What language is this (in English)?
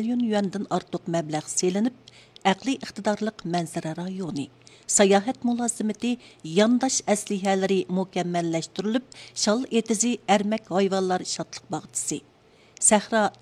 Uyghur